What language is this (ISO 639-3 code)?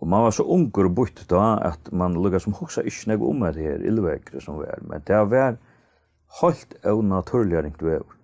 fao